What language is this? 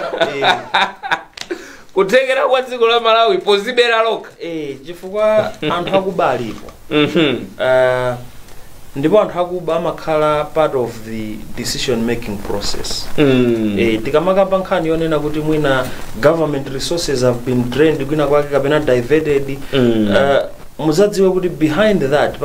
Nyanja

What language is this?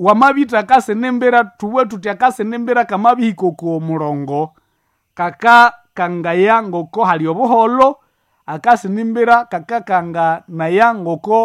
Nande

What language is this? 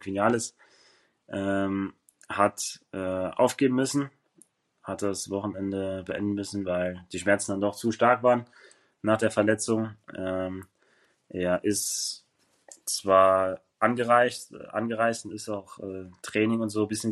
German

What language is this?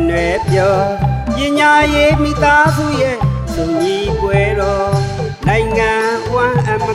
Burmese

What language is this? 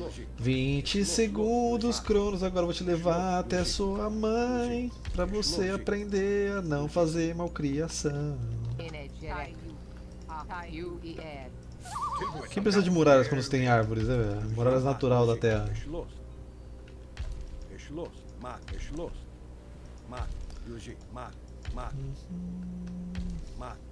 Portuguese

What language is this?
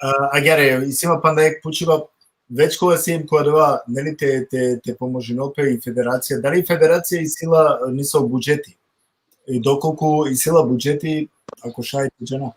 Balkan Romani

